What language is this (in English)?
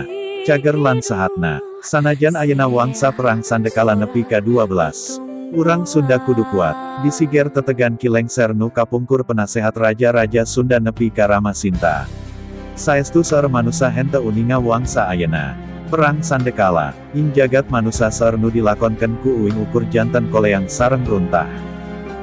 Sundanese